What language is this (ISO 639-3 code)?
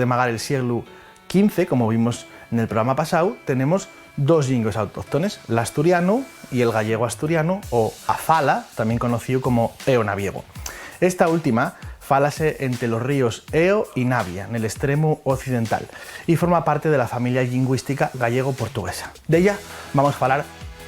ast